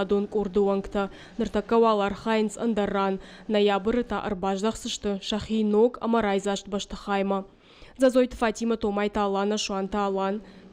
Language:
Ossetic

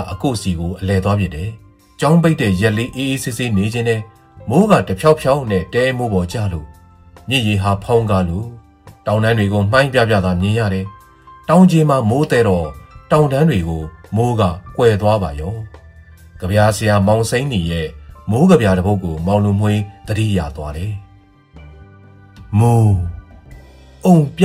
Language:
Burmese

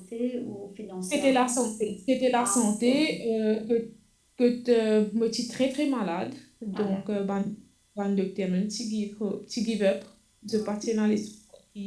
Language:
Morisyen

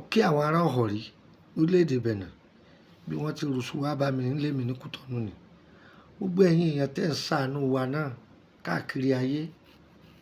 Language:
Yoruba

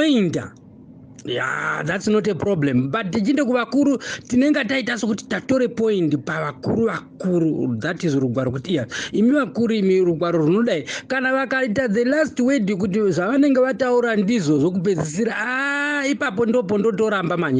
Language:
Shona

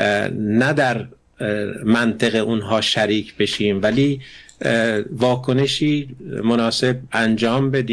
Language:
Persian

